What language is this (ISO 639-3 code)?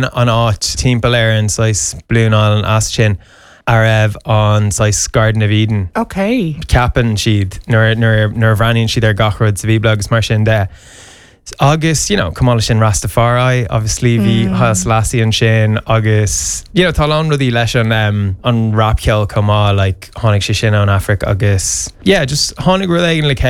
gle